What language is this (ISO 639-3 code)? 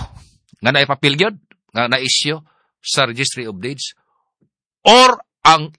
ceb